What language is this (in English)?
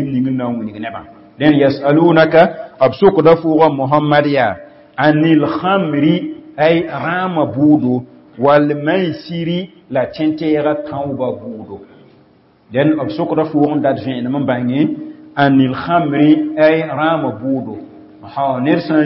Mossi